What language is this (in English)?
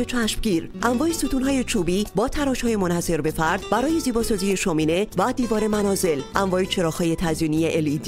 Persian